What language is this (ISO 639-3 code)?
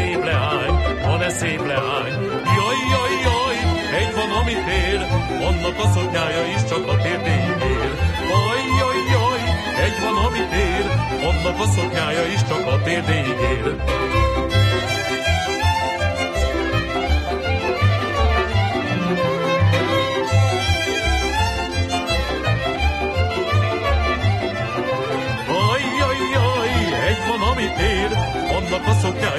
hun